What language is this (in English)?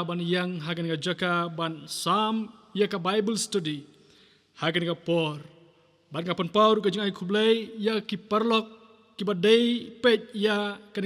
Khasi